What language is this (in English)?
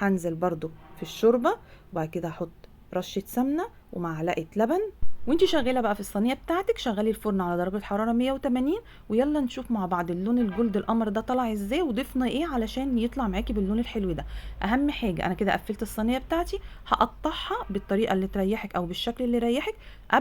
Egyptian Arabic